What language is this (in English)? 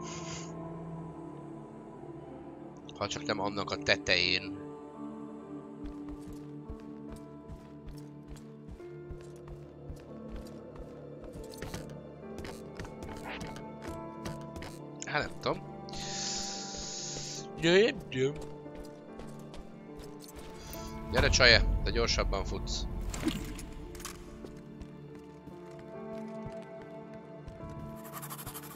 Hungarian